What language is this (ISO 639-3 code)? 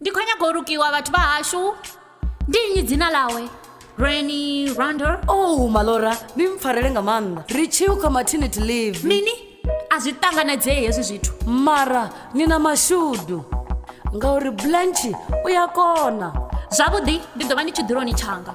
ven